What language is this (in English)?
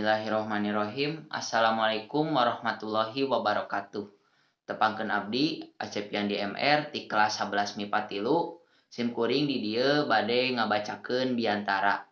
Sundanese